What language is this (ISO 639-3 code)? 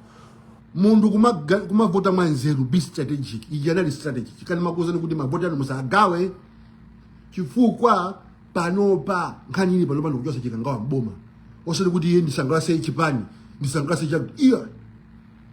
nya